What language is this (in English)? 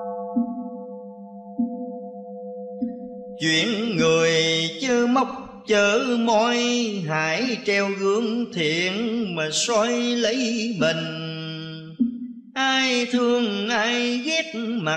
Vietnamese